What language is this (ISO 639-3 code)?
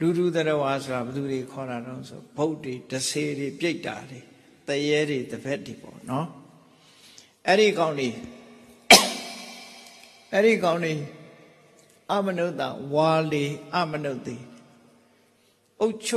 mya